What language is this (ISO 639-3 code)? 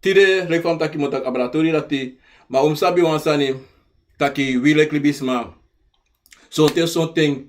srn